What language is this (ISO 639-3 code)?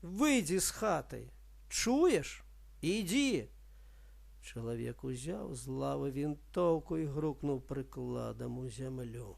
bel